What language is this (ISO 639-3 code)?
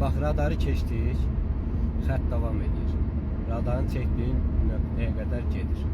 aze